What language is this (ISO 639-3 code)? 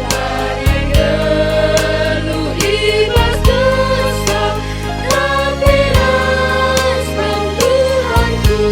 btx